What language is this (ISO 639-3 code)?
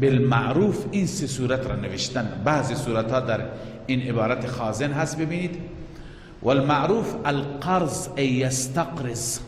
fas